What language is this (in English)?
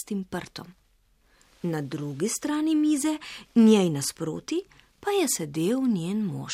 Slovenian